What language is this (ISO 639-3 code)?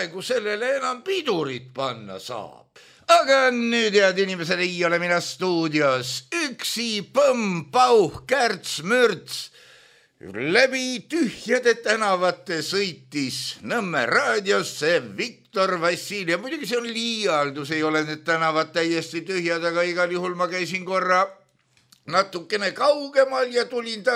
est